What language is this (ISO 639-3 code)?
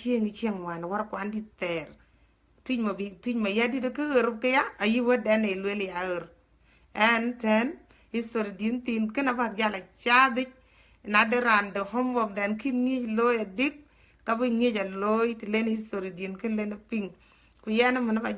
din